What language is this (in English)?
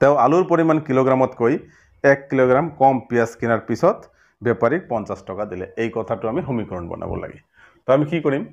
Assamese